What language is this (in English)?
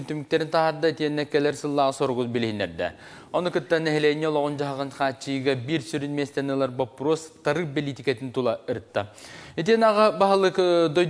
Yakut